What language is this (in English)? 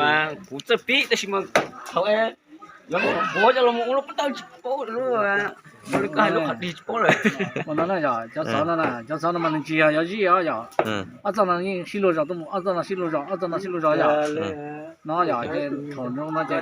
Hmong